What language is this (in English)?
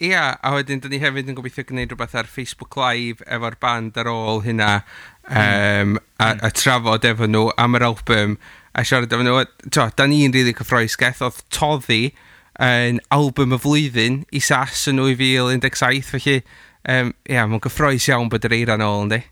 Welsh